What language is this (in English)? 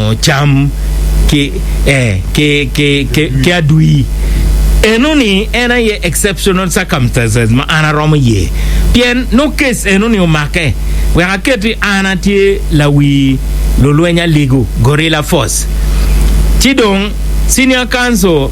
Acoli